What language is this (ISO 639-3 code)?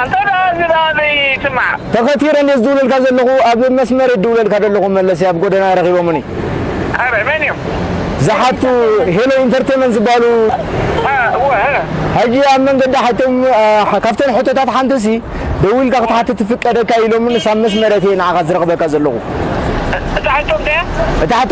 tir